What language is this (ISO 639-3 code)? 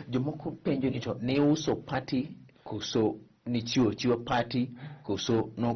luo